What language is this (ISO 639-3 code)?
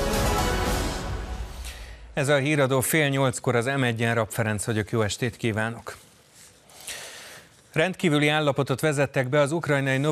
hun